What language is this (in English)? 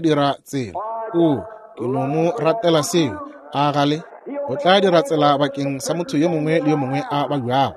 Northern Sotho